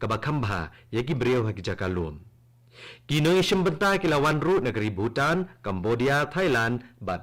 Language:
Khasi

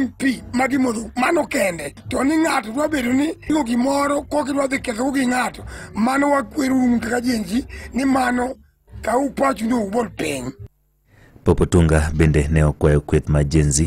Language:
Luo (Kenya and Tanzania)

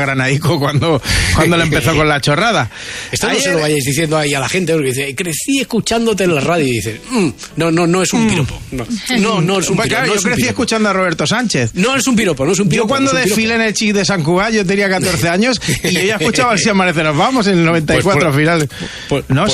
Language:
Spanish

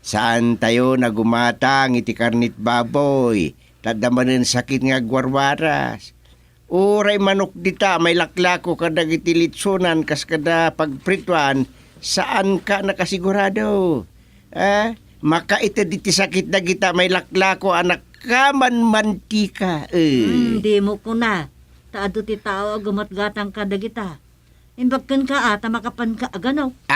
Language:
Iloko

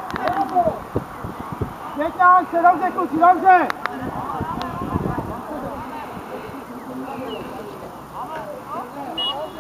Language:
Czech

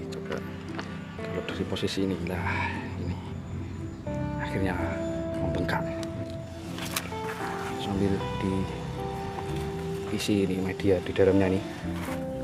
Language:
Indonesian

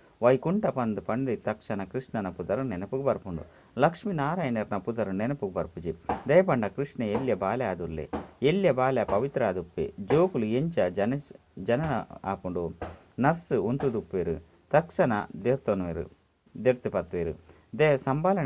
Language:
Tulu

